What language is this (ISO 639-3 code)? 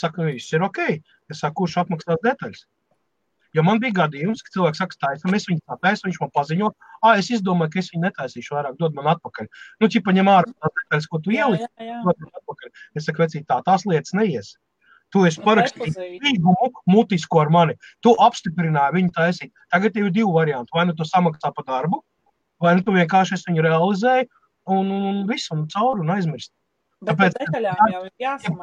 lav